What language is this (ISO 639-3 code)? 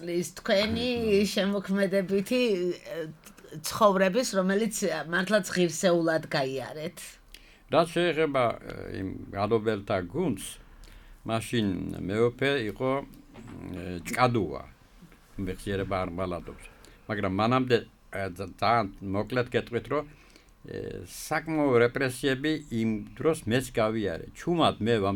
kat